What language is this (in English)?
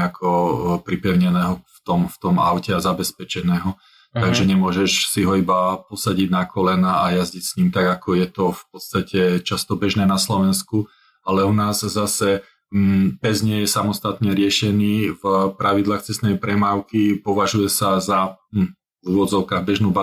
Slovak